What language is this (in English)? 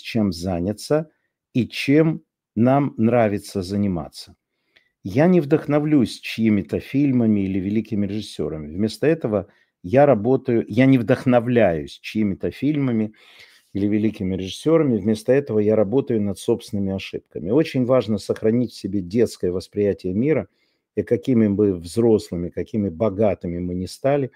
Russian